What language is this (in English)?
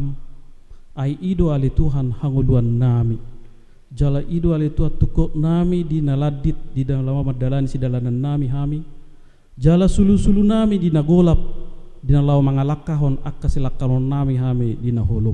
Batak Toba